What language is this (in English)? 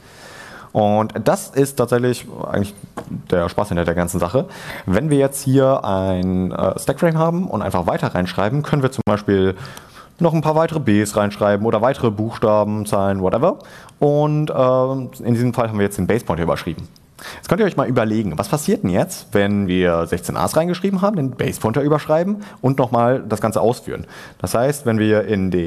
German